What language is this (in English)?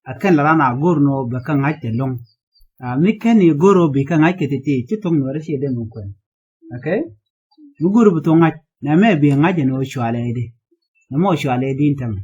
Nuer